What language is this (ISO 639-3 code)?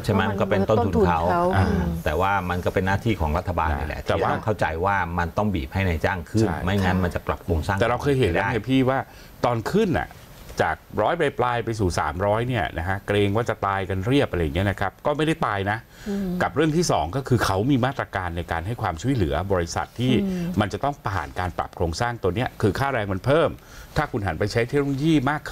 tha